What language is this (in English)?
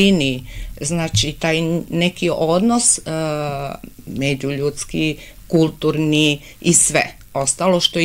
Serbian